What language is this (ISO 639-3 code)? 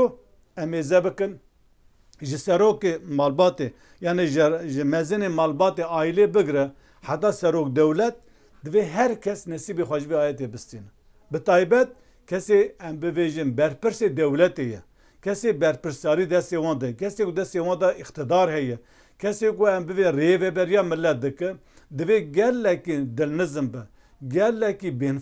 kur